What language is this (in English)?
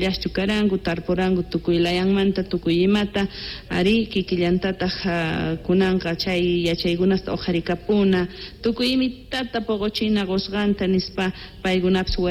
South Bolivian Quechua